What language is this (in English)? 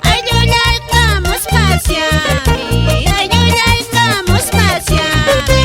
Quechua